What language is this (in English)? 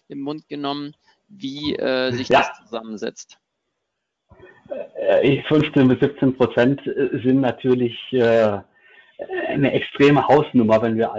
German